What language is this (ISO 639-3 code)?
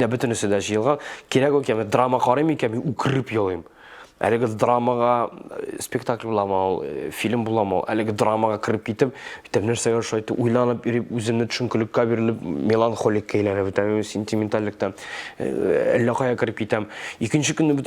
tat